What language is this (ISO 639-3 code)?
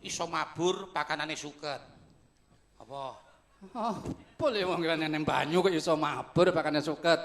jav